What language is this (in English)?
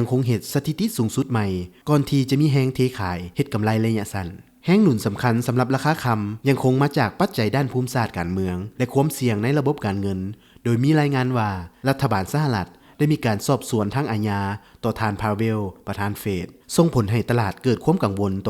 Lao